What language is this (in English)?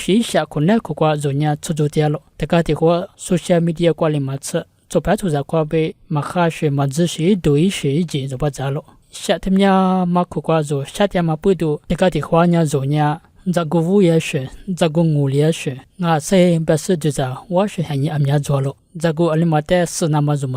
Lisu